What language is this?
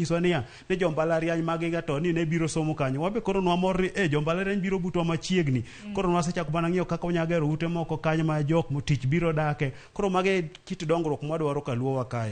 Luo (Kenya and Tanzania)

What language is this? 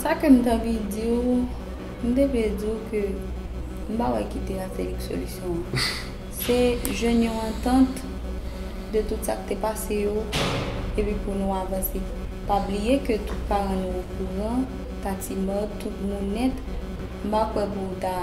Haitian Creole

